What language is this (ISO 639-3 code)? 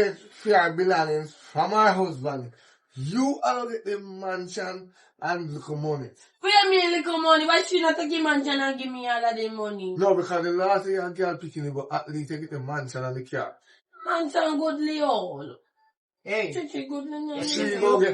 jam